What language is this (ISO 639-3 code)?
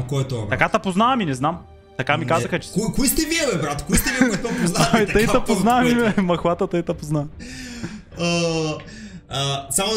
bul